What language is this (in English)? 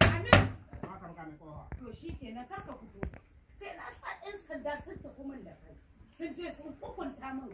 Hausa